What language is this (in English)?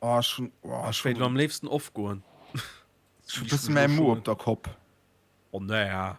Luxembourgish